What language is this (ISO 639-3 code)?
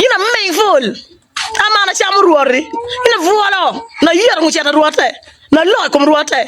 ach